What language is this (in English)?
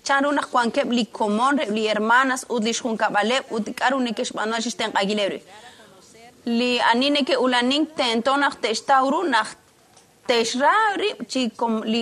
Kekchí